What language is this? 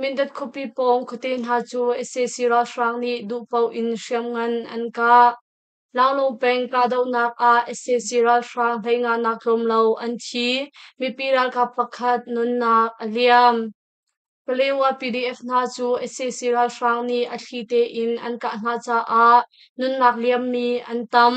Hakha Chin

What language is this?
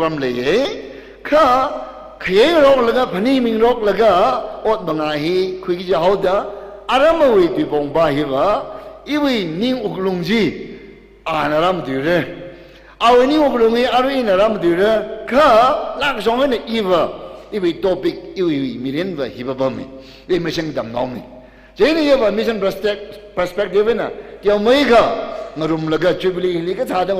Tangkhul Naga (India)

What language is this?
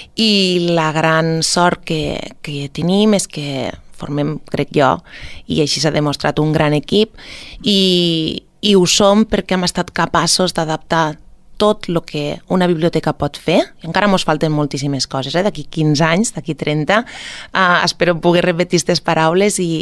Catalan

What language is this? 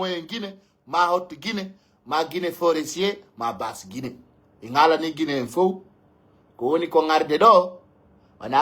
Pular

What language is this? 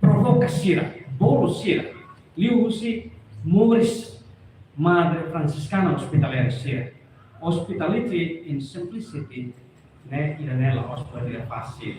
Tetum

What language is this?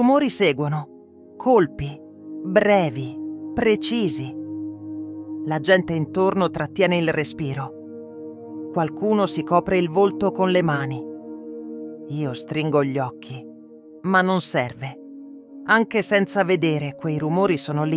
Italian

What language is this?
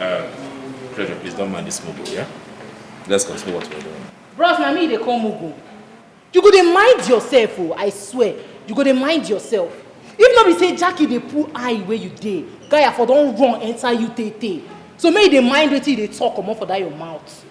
Nigerian Pidgin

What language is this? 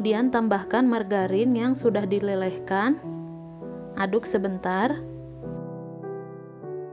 Indonesian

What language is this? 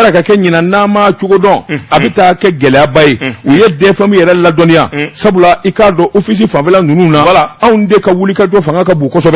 Bambara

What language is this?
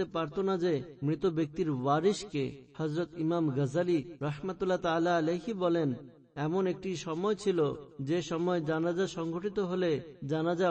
Bangla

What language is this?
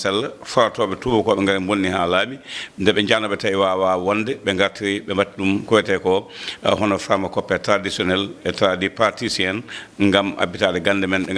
Fula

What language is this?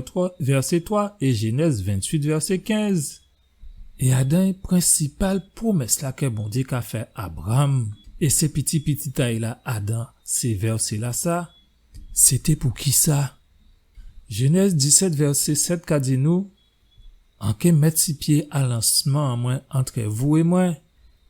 Guadeloupean Creole French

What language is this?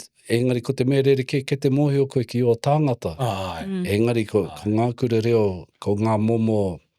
Māori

